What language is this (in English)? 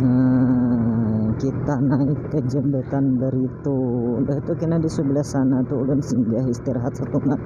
Banjar